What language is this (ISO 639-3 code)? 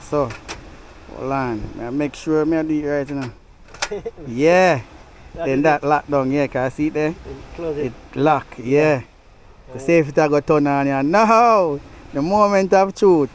jam